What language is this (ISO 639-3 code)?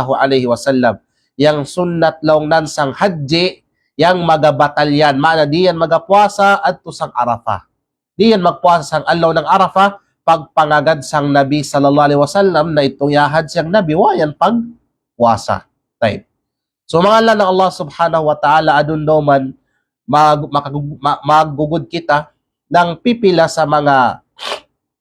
kqe